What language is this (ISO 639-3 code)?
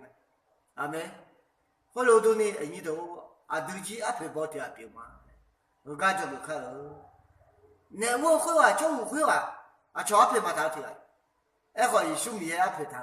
ahk